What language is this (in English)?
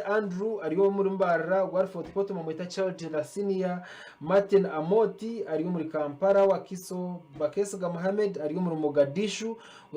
Nyankole